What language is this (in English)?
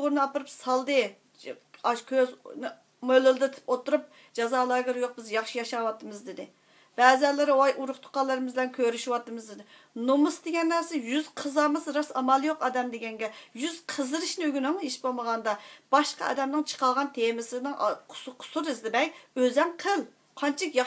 Uyghur